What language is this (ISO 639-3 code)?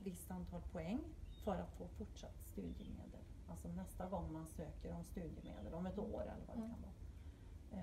swe